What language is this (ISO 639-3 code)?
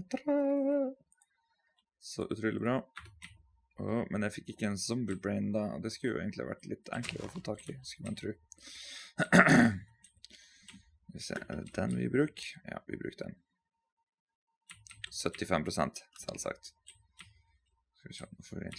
nor